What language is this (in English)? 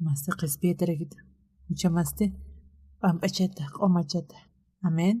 Aymara